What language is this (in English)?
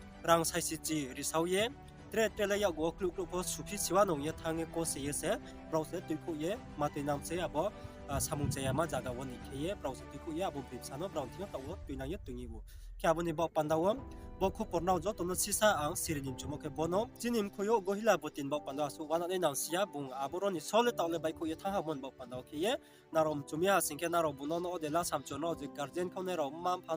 Riang (India)